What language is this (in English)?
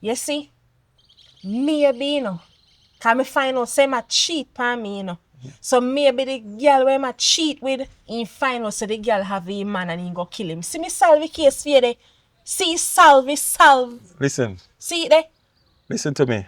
Jamaican Creole English